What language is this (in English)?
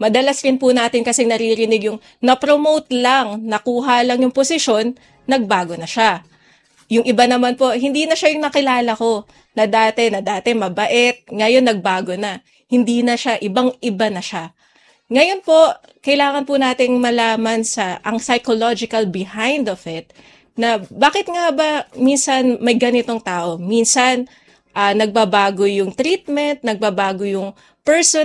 Filipino